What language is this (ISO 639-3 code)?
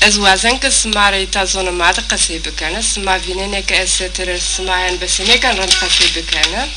zza